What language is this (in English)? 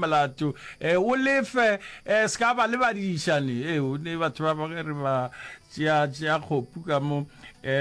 Northern Sotho